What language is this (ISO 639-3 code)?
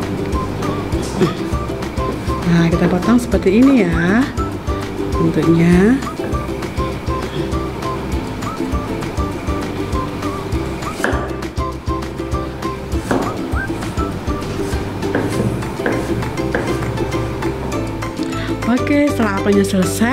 ind